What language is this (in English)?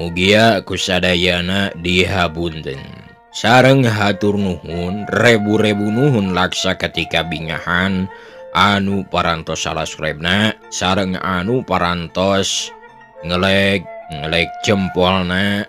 Sundanese